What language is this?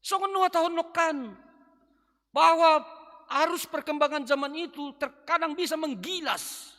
Batak Simalungun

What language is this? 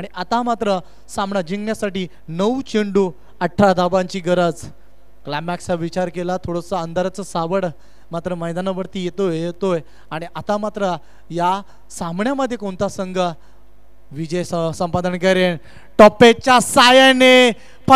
Marathi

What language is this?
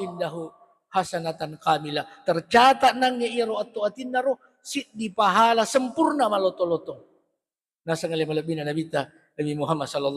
Buginese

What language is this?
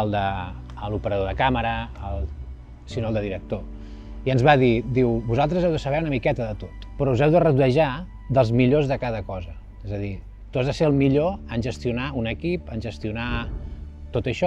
Catalan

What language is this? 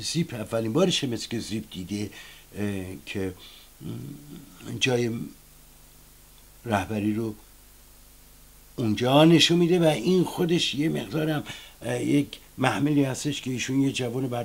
Persian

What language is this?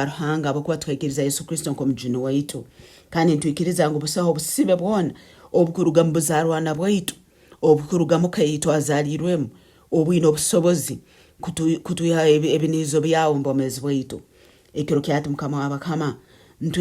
Nyoro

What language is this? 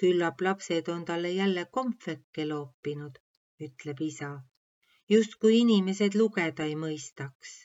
Estonian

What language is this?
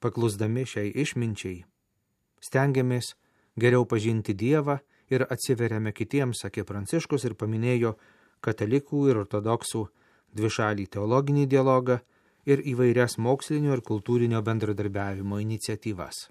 Lithuanian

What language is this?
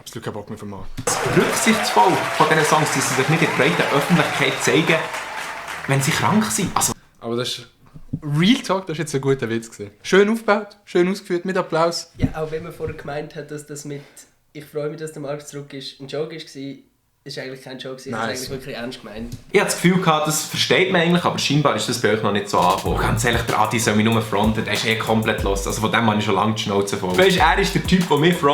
Swiss German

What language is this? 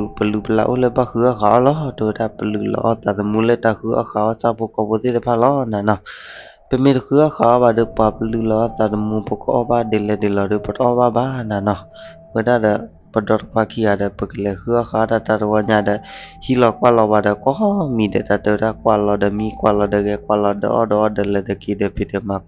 S'gaw Karen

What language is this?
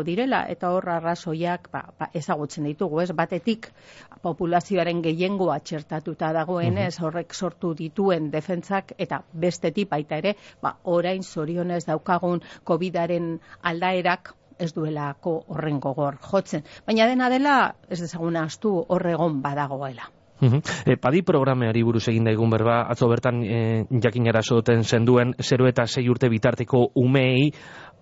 Basque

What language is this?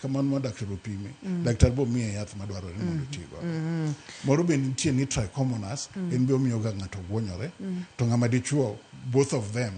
Luo (Kenya and Tanzania)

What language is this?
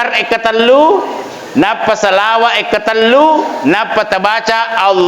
Buginese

